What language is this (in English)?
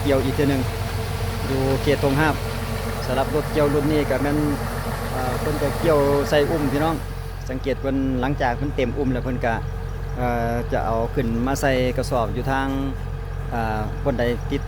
Lao